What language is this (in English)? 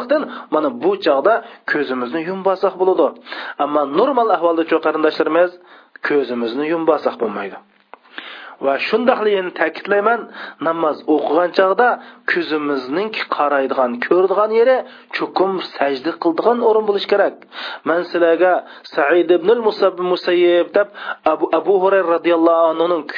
Uyghur